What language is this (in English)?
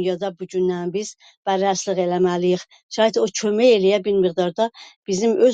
South Azerbaijani